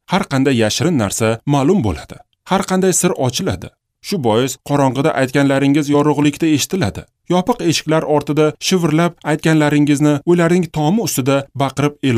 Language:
Uzbek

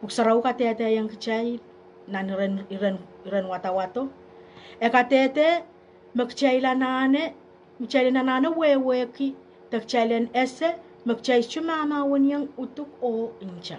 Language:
Pohnpeian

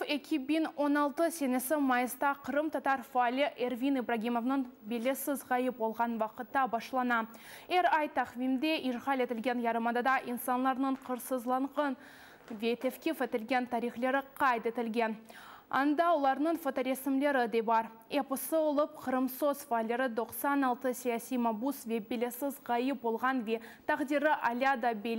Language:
Crimean Tatar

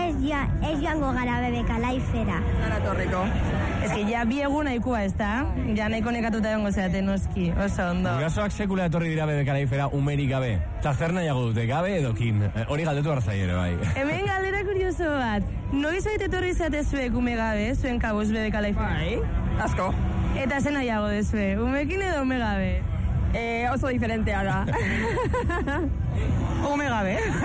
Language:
Basque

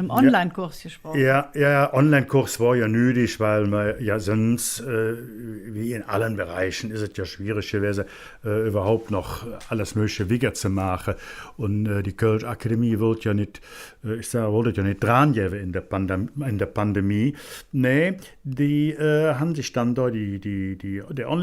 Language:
Colognian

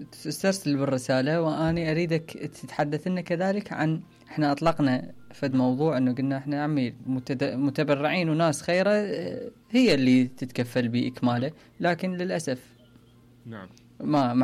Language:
Mesopotamian Arabic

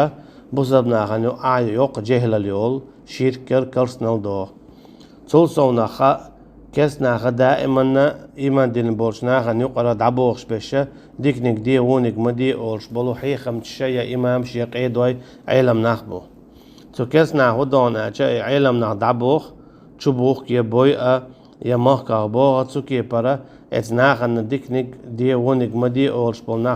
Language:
Chechen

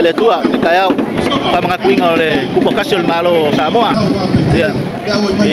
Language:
Samoan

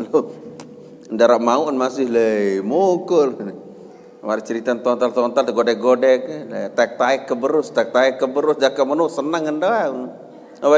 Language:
Sasak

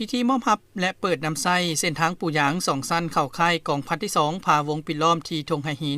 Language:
Lao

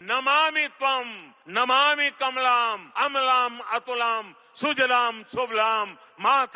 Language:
Sanskrit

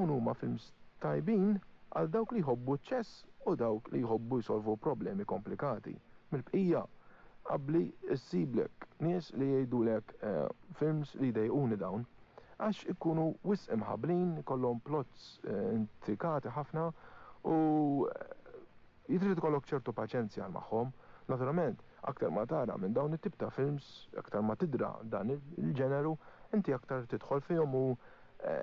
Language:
Maltese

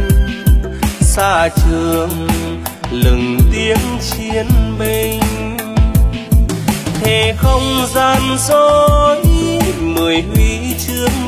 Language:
Vietnamese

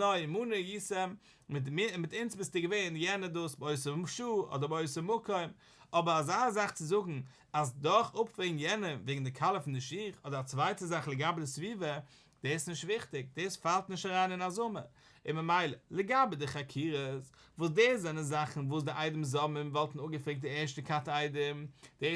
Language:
Yiddish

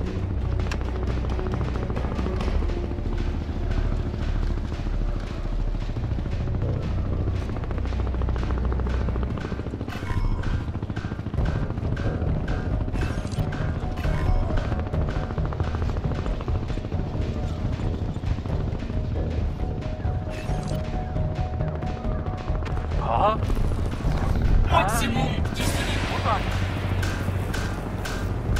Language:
Turkish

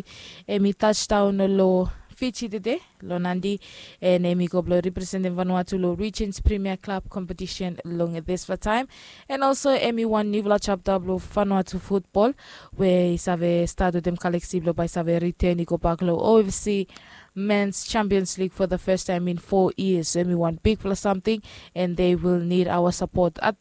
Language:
Bislama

